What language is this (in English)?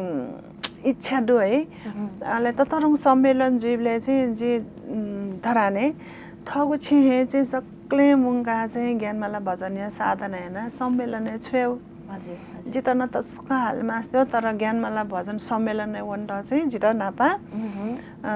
Newari